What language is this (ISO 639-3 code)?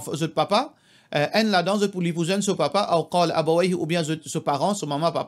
mfe